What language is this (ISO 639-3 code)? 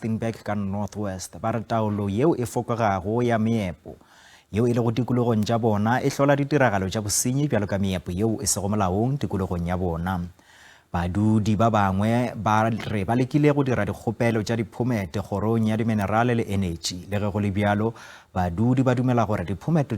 nso